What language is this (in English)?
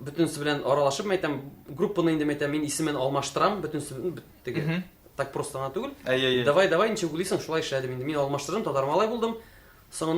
Tatar